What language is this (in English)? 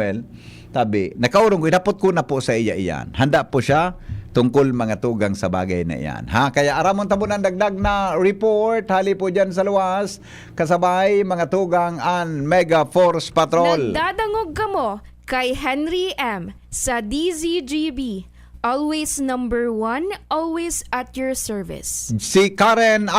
Bikol